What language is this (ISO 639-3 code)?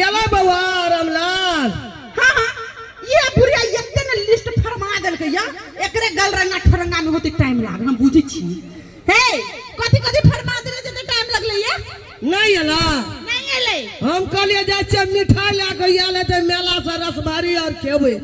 mai